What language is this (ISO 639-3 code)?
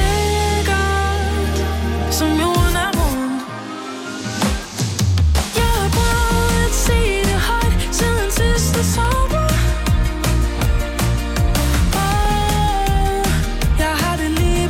dan